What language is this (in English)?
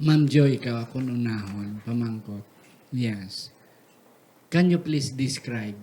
Hiligaynon